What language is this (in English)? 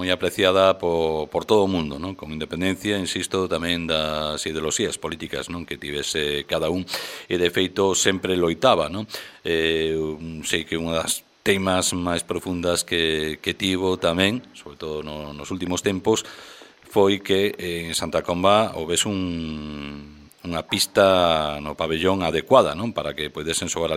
Galician